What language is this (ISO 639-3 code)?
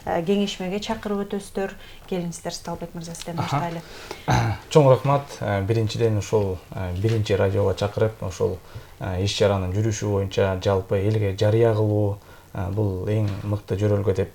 kir